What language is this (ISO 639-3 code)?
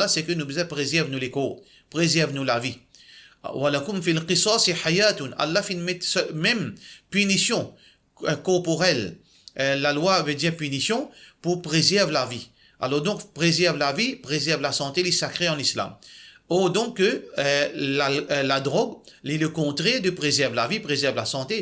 mfe